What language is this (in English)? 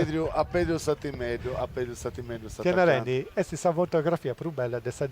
Sardinian